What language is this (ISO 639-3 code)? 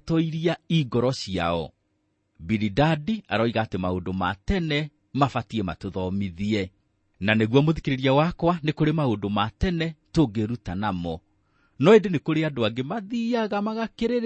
kik